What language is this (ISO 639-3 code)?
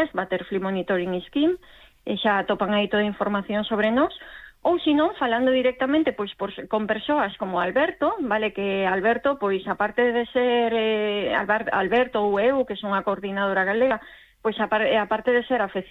glg